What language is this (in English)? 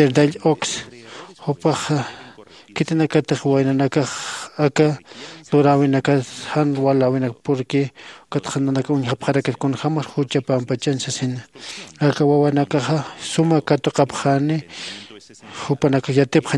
Aymara